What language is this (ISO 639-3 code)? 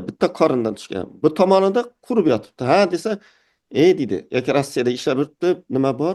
uzb